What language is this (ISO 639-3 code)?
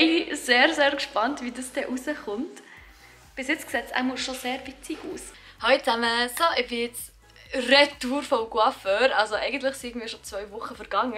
gsw